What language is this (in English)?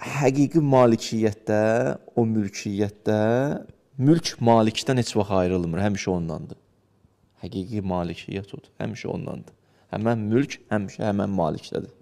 Azerbaijani